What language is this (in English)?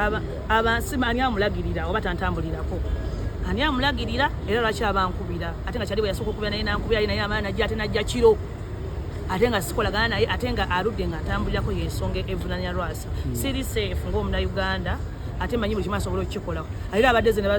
Ganda